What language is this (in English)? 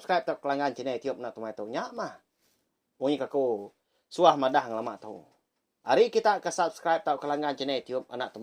Iban